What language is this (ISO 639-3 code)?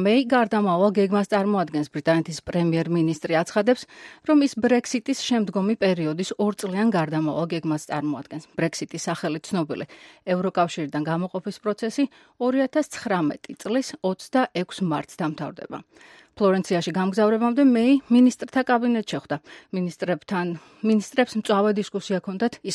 kat